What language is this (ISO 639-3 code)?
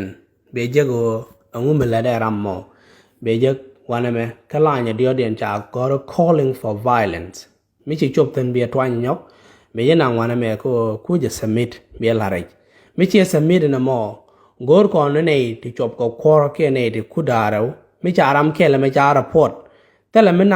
nus